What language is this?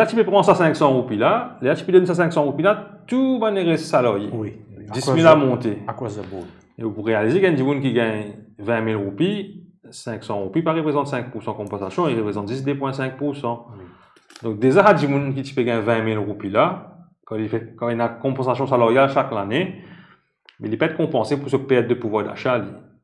Morisyen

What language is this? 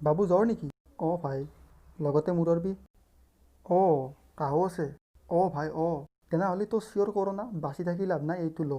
Assamese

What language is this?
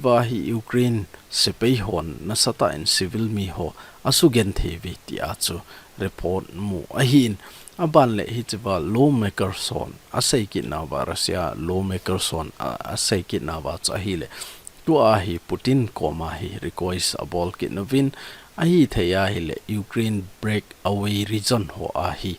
Thado Chin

